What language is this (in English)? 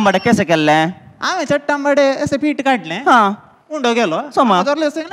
Konkani